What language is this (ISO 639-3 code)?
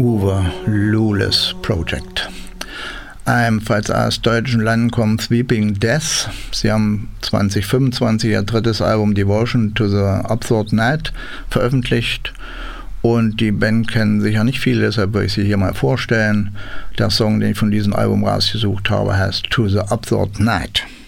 deu